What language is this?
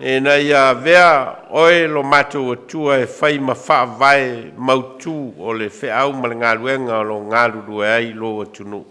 Samoan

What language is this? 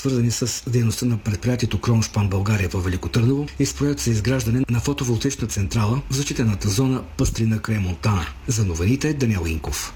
Bulgarian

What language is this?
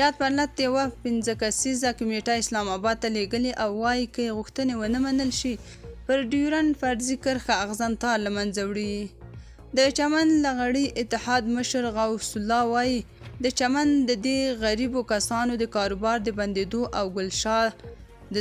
Pashto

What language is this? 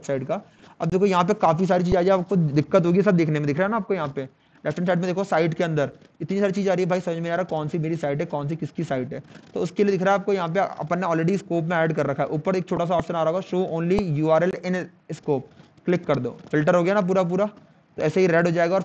Hindi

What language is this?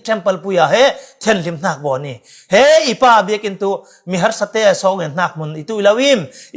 Falam Chin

